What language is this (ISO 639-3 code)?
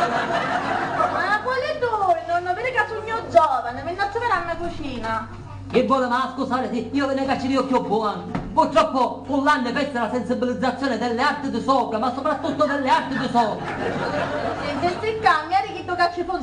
scn